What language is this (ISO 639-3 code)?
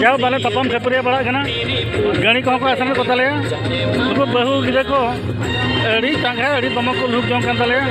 sat